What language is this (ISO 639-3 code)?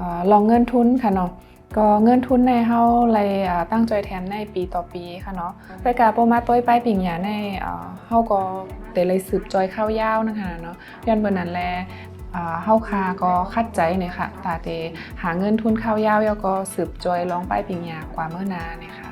shn